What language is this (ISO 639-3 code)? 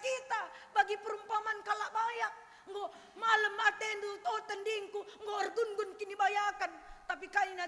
btx